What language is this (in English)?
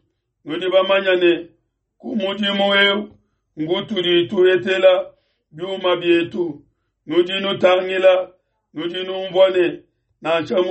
Luba-Lulua